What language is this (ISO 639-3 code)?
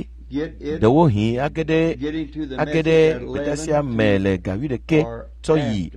ewe